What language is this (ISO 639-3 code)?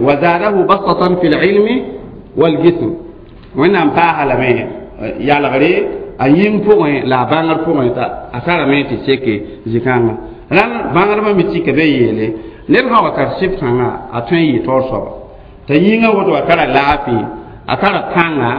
mos